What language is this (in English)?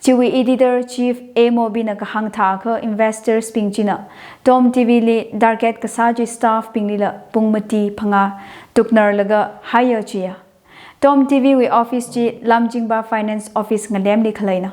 Tangkhul Naga (India)